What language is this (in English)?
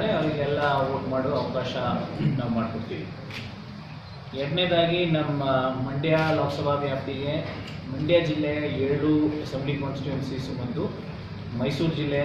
Kannada